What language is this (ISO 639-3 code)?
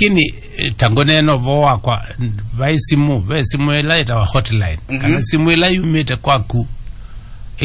kam